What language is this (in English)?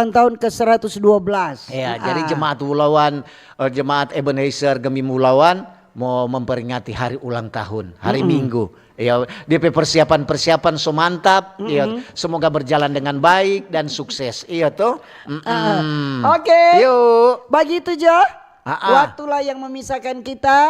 Manado Malay